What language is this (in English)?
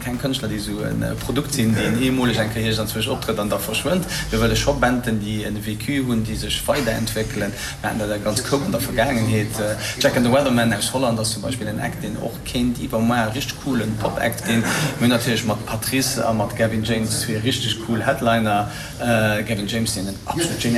Luxembourgish